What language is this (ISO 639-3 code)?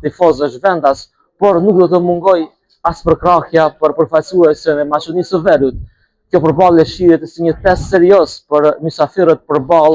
sqi